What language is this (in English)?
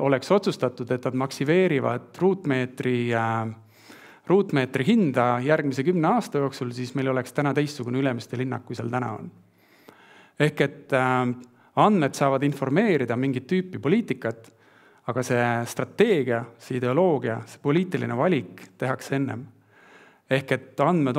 Estonian